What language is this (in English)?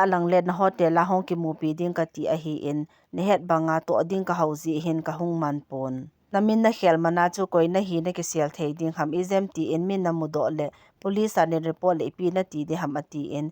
Thado Chin